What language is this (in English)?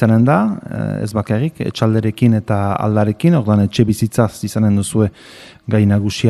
Basque